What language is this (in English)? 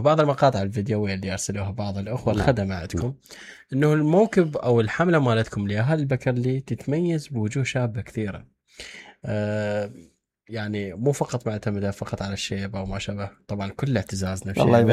Mesopotamian Arabic